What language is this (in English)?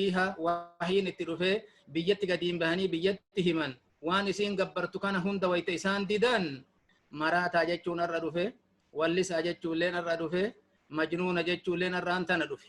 Oromo